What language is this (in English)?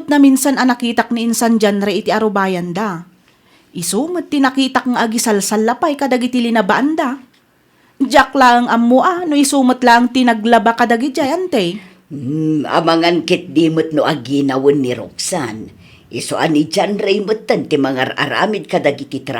Iloko